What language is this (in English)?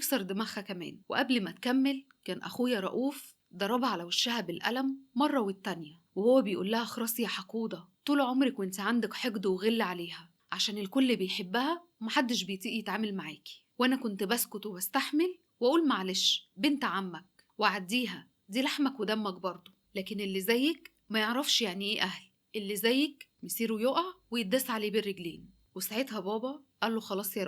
Egyptian Arabic